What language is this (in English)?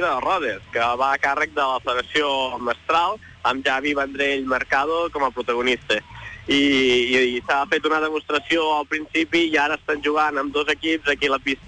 Catalan